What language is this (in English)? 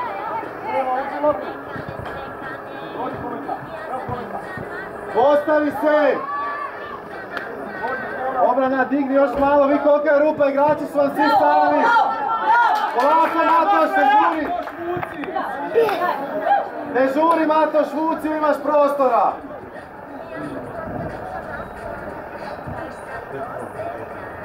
Croatian